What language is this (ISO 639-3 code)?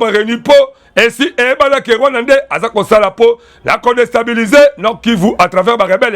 lin